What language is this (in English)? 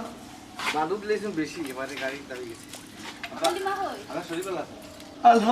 Sylheti